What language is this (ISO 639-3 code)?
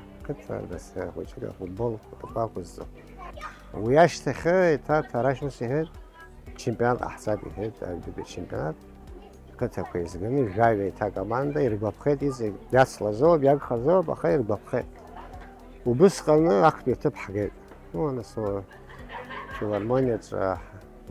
abk